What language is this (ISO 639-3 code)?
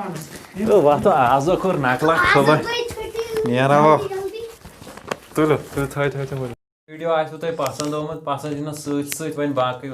kas